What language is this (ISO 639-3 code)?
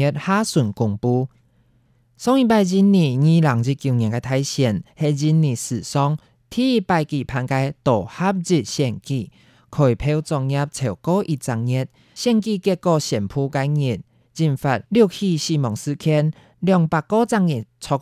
hak